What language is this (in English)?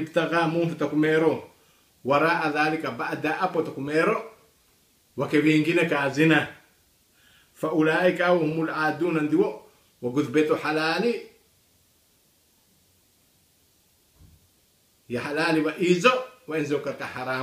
Swahili